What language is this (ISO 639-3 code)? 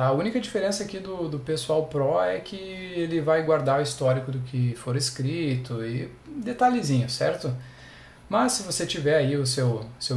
por